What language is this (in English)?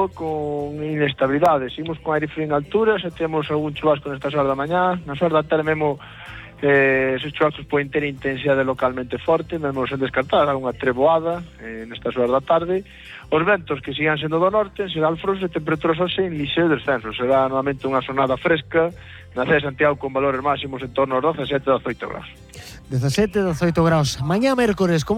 Galician